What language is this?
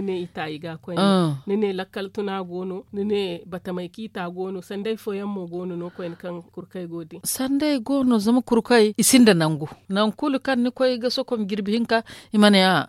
Zarma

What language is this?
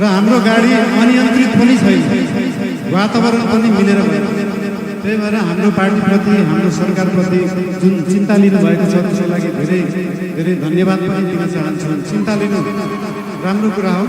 Nepali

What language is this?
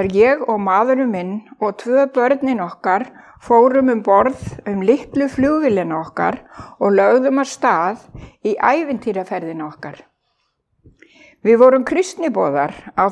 Icelandic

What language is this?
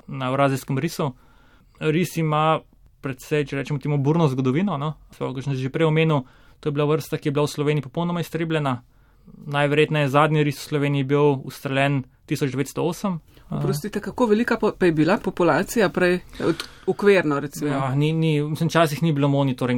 Slovenian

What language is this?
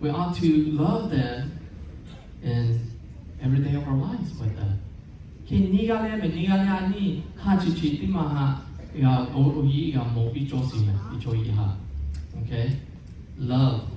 Lahu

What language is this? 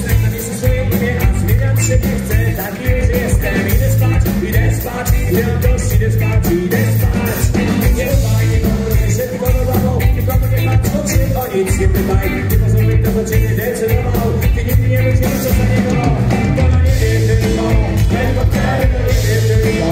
Polish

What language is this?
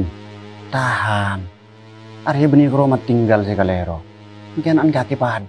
Madurese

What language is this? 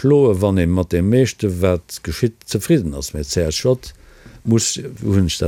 Luxembourgish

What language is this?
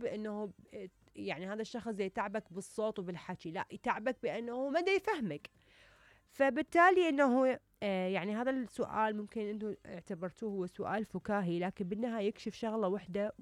Mesopotamian Arabic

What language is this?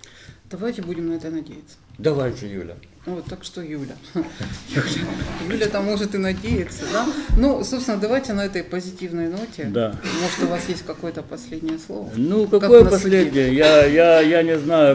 Russian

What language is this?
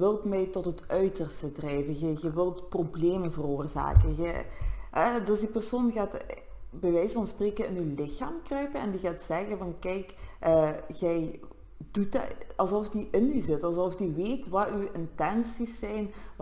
Dutch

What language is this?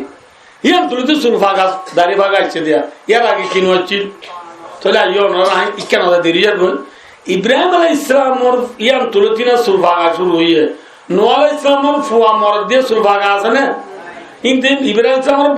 Rohingya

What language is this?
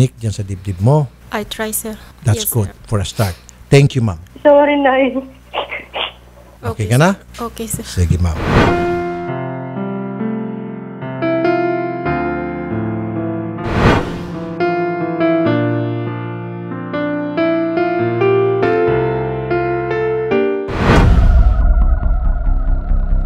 Filipino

